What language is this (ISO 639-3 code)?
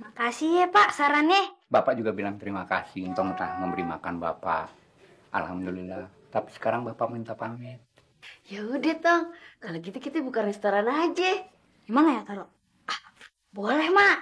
bew